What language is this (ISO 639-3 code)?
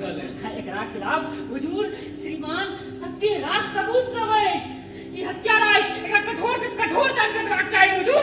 mai